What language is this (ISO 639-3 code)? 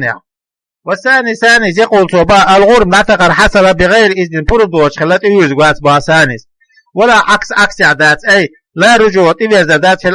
che